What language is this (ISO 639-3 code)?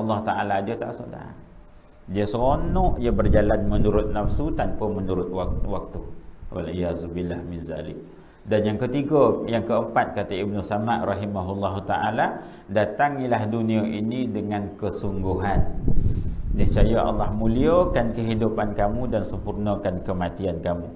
msa